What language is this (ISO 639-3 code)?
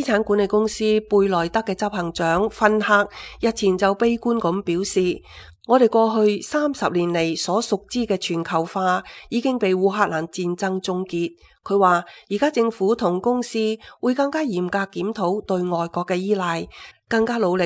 yue